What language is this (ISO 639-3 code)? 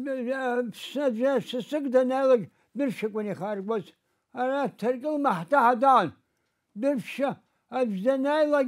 abk